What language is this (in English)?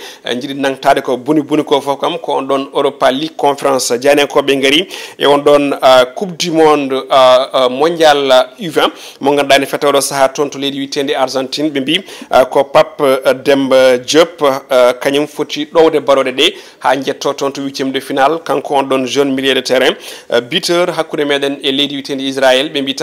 Fula